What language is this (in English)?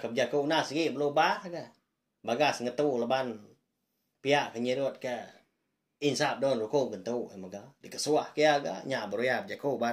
Iban